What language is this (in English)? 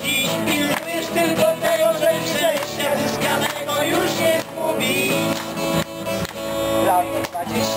Polish